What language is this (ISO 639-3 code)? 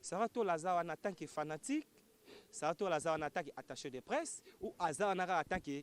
lin